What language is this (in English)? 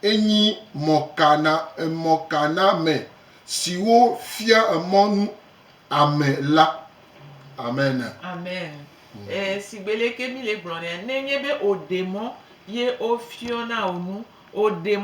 Gen